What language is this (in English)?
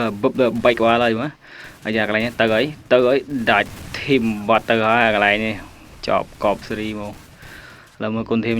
Khmer